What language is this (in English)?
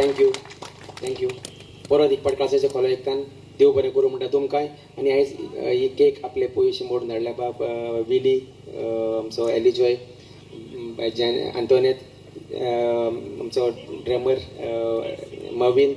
Konkani